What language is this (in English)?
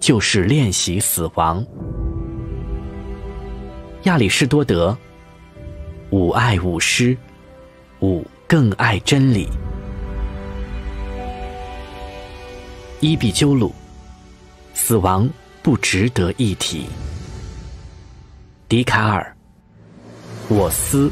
Chinese